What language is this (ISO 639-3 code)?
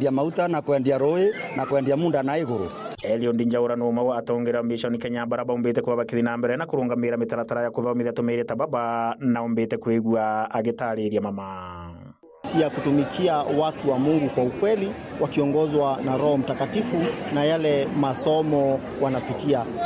mer